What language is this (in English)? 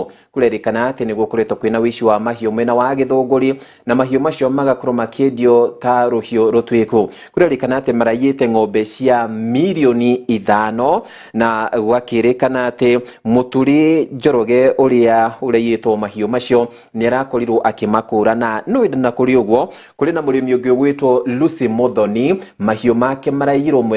Kikuyu